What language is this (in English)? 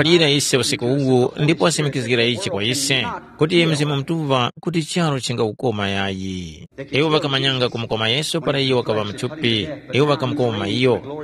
Tumbuka